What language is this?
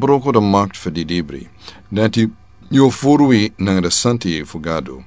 Sranan Tongo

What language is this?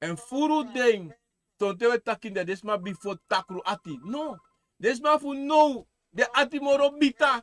Sranan Tongo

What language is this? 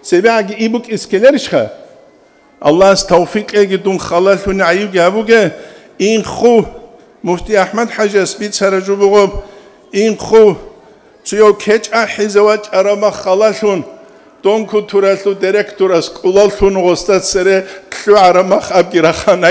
Avaric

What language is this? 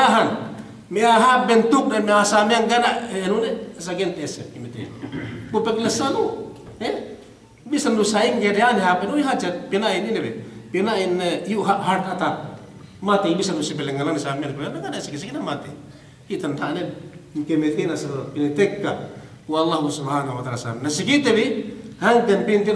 Yakan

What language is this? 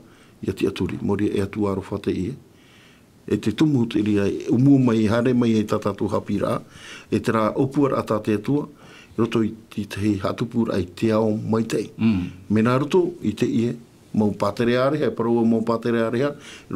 Tahitian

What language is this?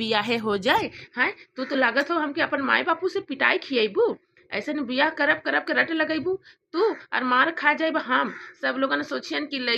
Bhojpuri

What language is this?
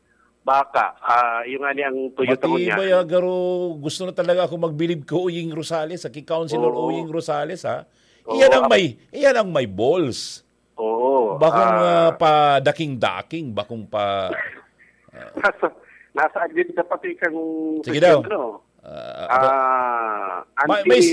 Bikol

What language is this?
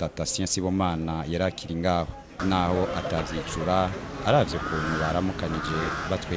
Rundi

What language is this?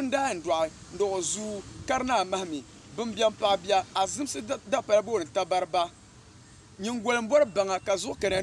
Dagbani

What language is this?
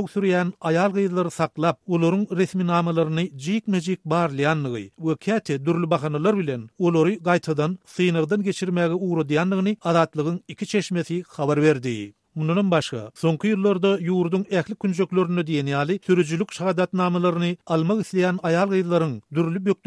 Turkmen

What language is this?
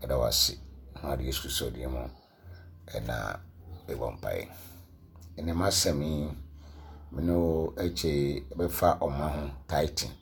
Akan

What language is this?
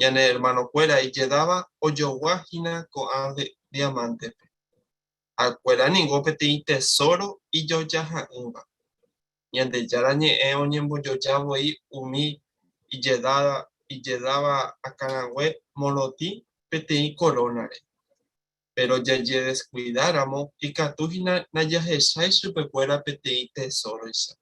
Guarani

